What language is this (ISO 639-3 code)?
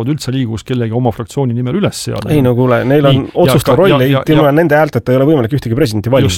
est